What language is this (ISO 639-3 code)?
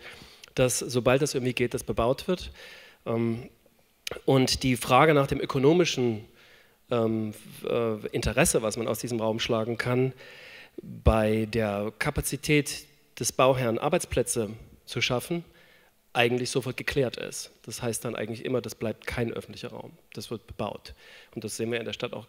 deu